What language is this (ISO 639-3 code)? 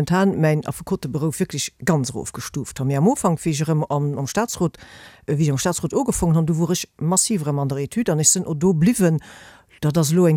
ltz